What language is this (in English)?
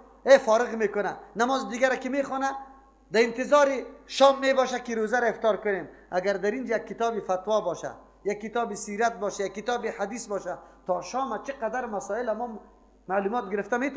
Persian